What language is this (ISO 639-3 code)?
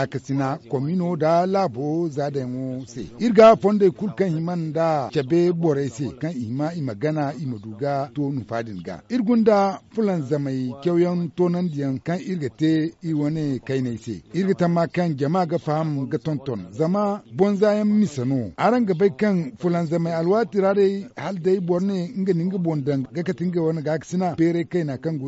dje